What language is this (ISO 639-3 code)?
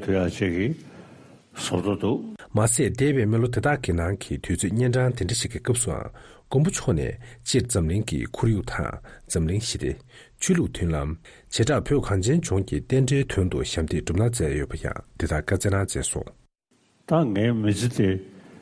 bod